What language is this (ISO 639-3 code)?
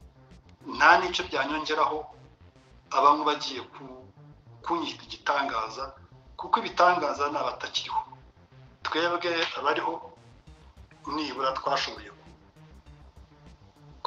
kin